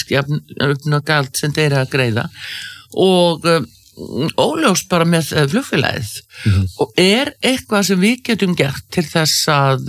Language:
Icelandic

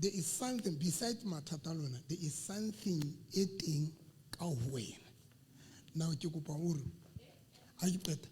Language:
Southern Sotho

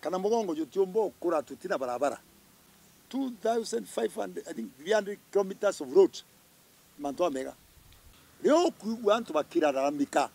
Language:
Meru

